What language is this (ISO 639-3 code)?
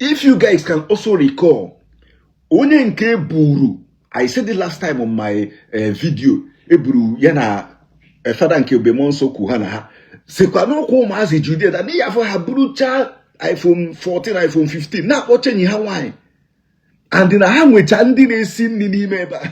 ibo